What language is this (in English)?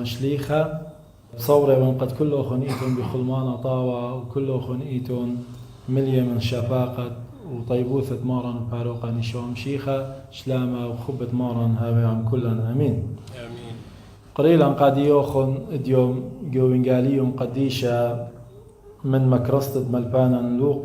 Assyrian Neo-Aramaic